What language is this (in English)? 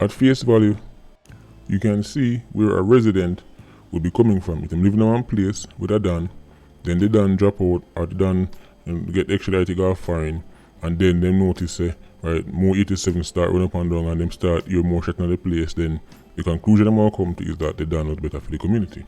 Jamaican Creole English